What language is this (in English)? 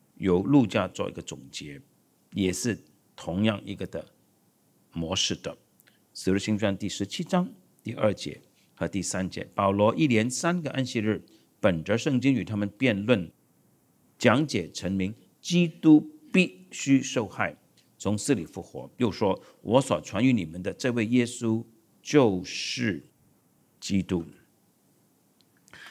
Chinese